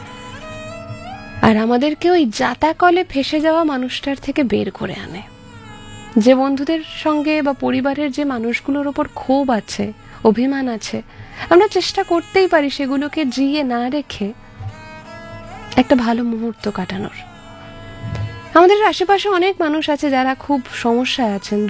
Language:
Bangla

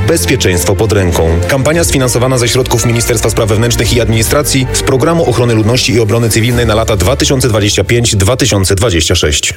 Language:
Polish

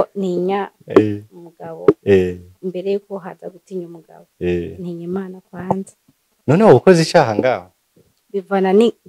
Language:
Rundi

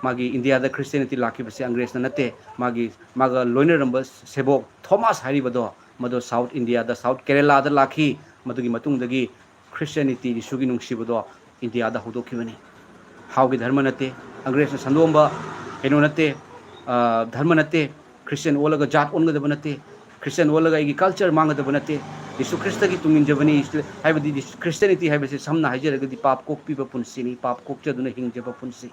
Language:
Manipuri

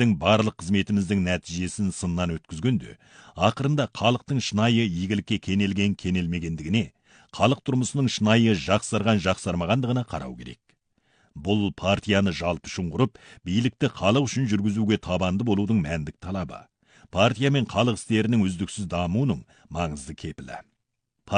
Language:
Kazakh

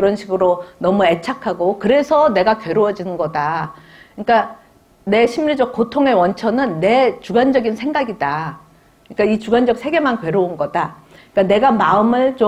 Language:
Korean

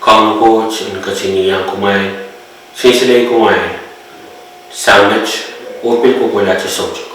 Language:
Pohnpeian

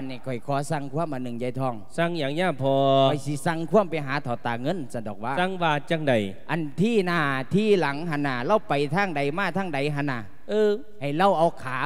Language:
Lao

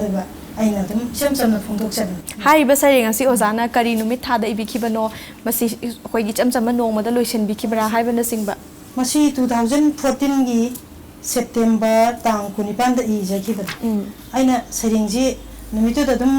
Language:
Manipuri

